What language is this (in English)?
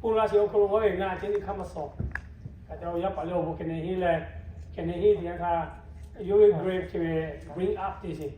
Lahu